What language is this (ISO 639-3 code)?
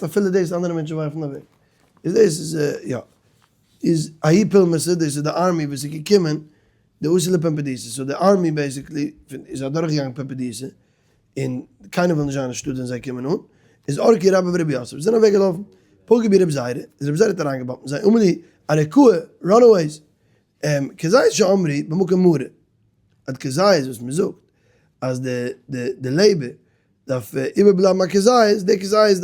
yid